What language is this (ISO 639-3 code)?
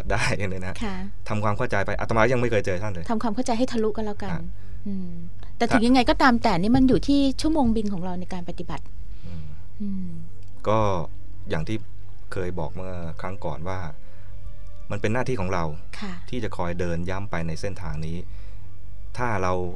tha